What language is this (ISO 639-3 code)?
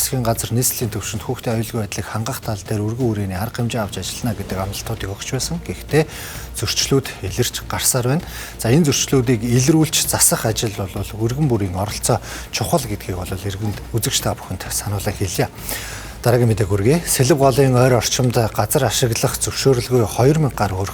mon